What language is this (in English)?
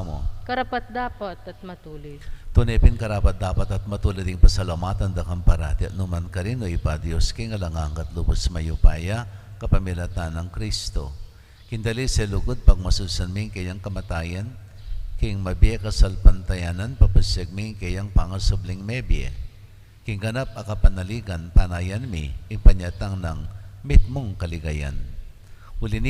Pampanga